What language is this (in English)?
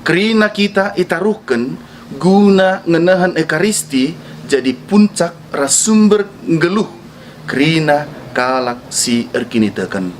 Batak Karo